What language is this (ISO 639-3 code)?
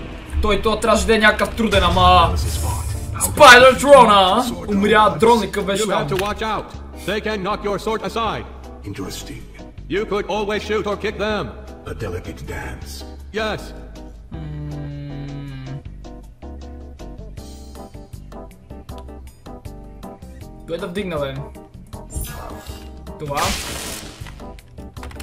bul